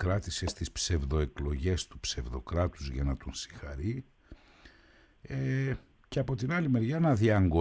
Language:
Greek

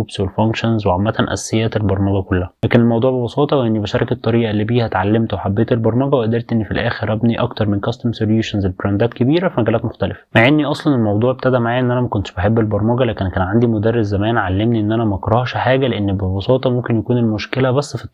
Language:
Egyptian Arabic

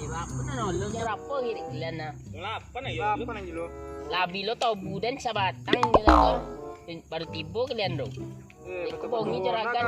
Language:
Minangkabau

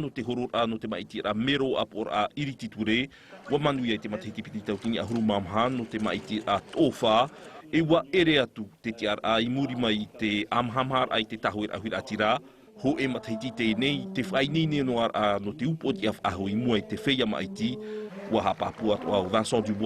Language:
Tahitian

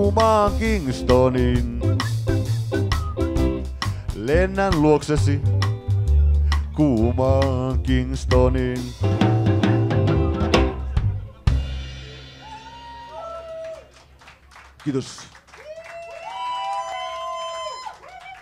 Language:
Finnish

